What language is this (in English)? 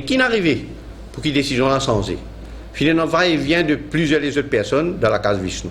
Morisyen